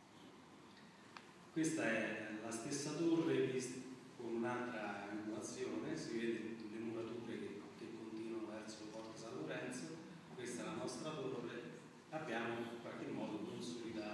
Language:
Italian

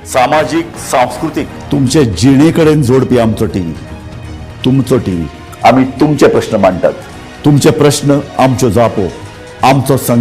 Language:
Konkani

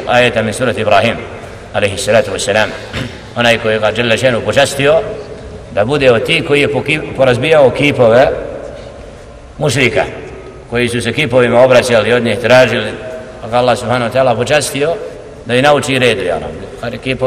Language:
Bosnian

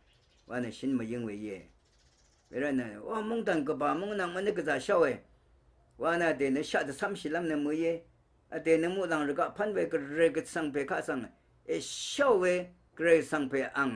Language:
Rawang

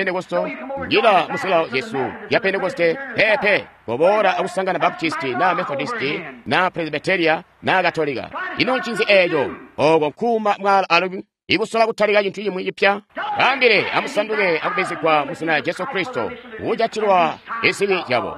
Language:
Tonga (Zambia)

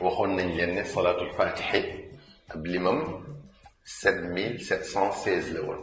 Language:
Wolof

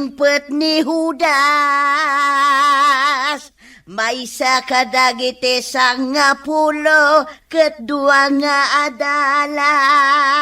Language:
Iloko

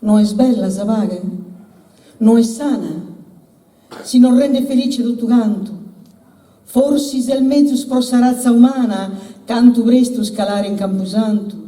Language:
Sardinian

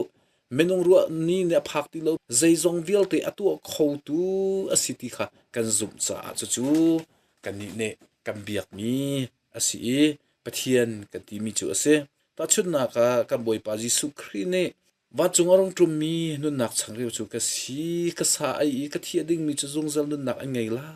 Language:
Hakha Chin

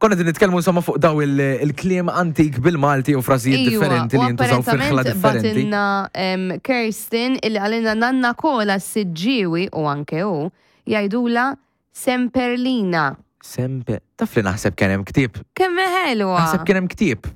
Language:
Maltese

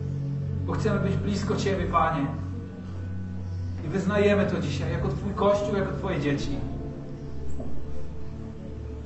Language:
Polish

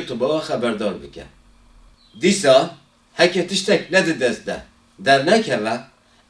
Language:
Kurdish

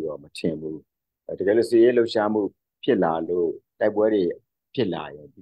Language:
Burmese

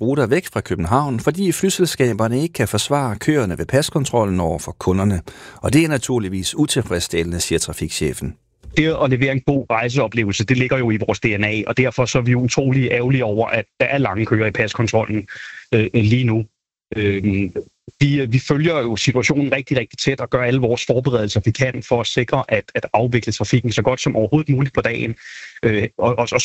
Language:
Danish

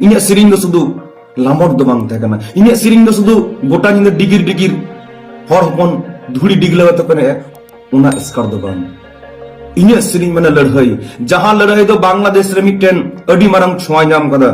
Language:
Santali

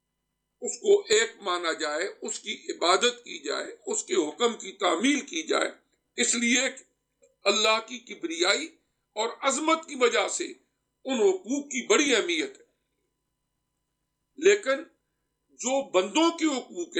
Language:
Urdu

